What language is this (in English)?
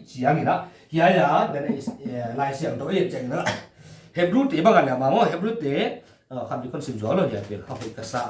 Paite Chin